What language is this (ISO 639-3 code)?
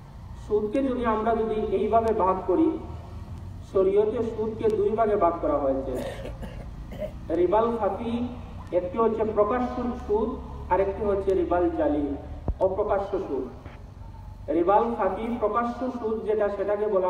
ben